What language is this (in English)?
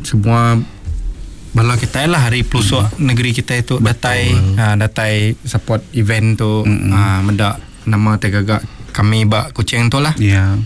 Iban